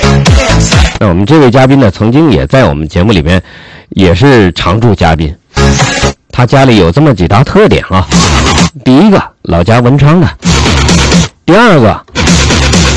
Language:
Chinese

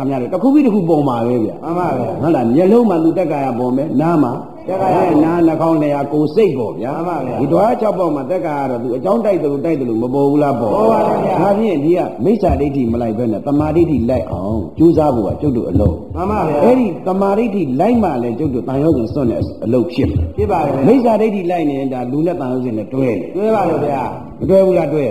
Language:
Burmese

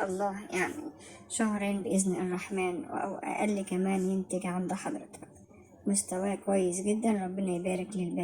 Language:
Egyptian Arabic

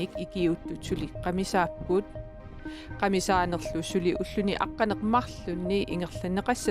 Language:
Kalaallisut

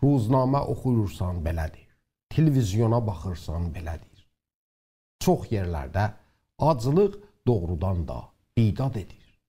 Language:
South Azerbaijani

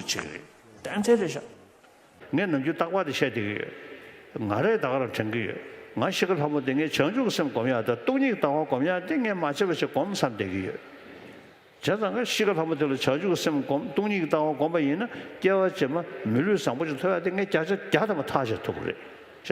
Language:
Tibetan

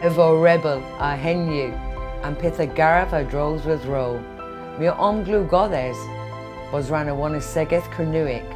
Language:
Cornish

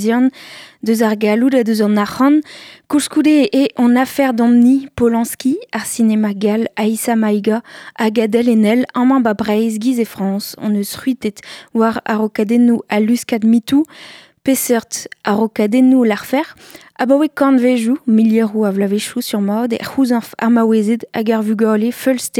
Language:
Breton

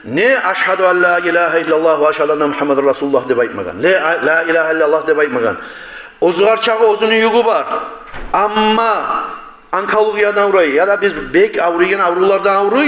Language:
Kumyk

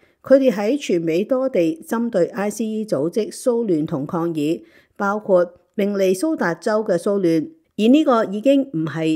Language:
Cantonese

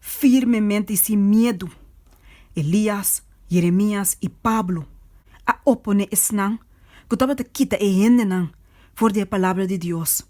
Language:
Papiamento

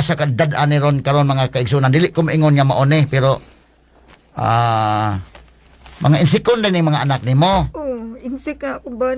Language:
Cebuano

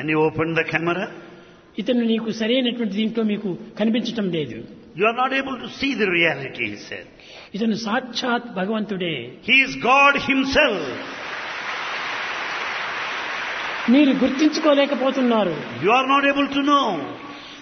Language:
Telugu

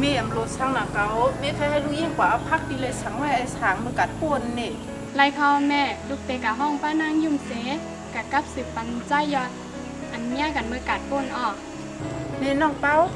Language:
Shan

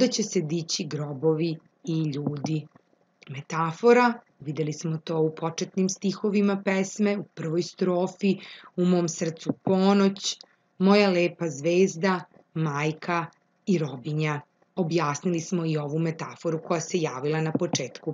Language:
Serbian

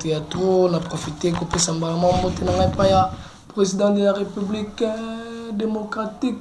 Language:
Lingala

